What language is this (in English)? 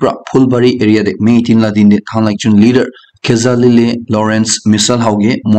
Naga Pidgin